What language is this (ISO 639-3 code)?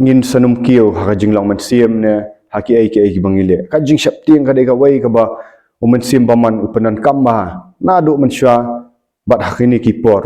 kha